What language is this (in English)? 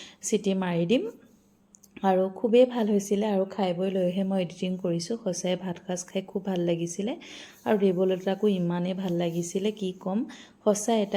Assamese